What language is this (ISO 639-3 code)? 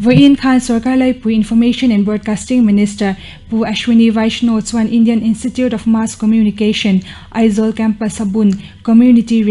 lus